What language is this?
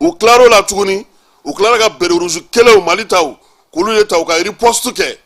Bambara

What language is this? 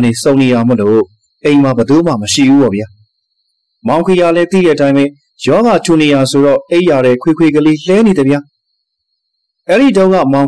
Burmese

